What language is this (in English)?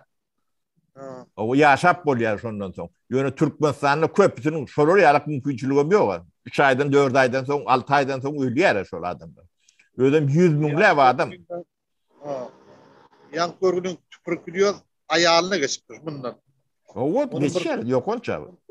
Turkmen